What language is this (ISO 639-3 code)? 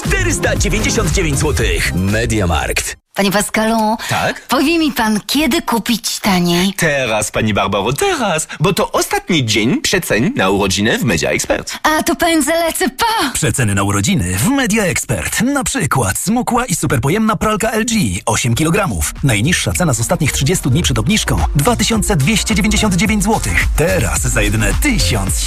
pol